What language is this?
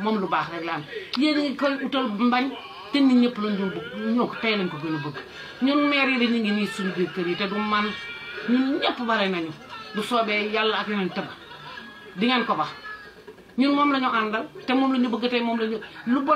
Wolof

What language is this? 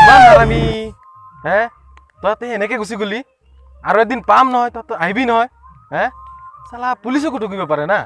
Assamese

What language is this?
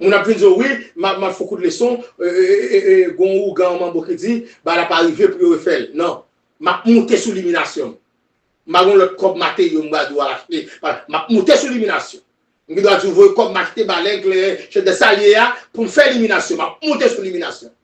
Haitian Creole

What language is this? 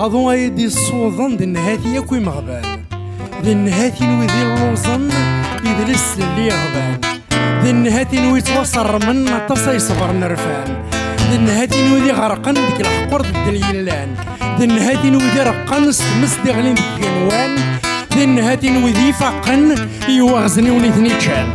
Kabyle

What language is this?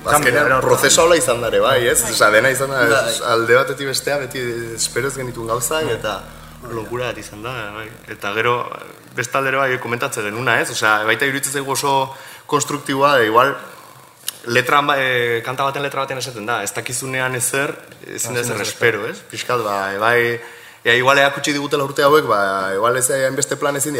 Basque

